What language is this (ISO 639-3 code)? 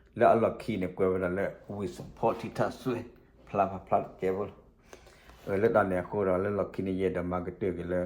ksw